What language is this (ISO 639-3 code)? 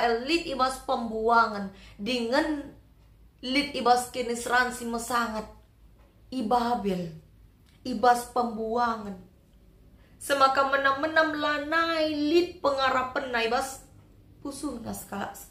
btx